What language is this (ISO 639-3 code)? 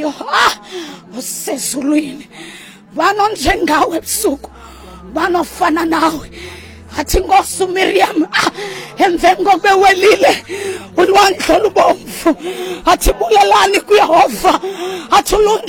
xho